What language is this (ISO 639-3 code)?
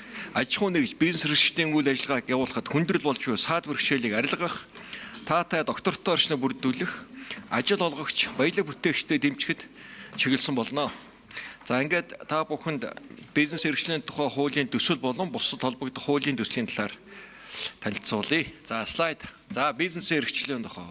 mon